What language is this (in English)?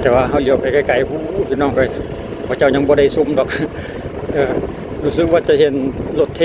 Lao